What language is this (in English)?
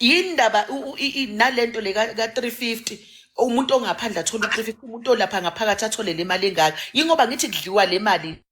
Zulu